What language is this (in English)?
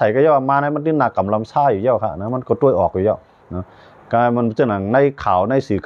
Shan